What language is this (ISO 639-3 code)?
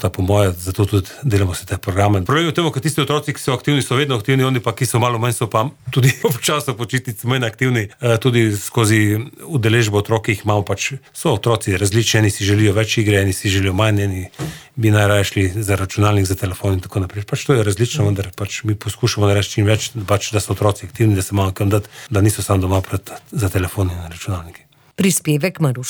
slv